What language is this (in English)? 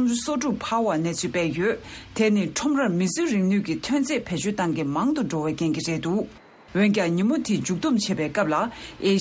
Tibetan